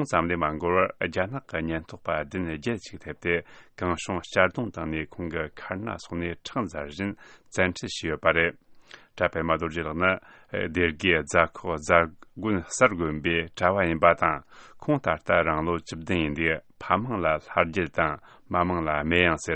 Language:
Tibetan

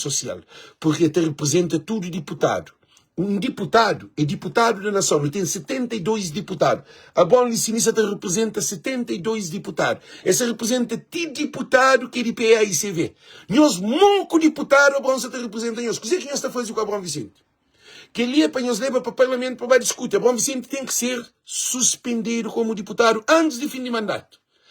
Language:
Kabuverdianu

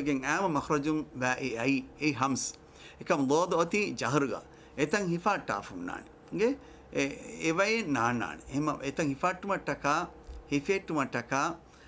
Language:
Divehi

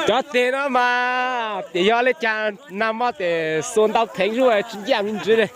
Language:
Hmong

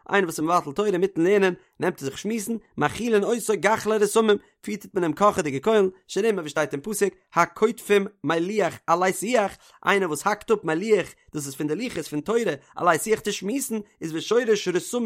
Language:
Yiddish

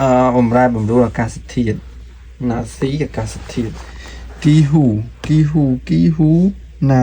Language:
Khmer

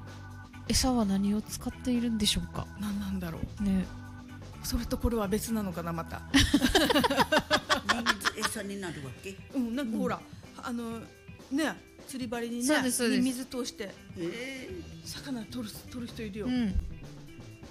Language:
Japanese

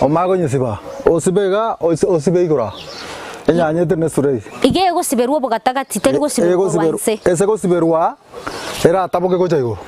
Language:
Gusii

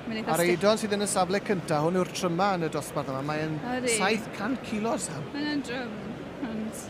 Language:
Welsh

